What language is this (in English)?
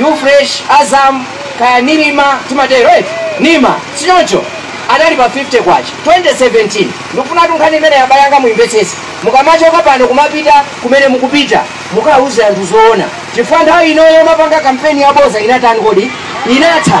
Nyanja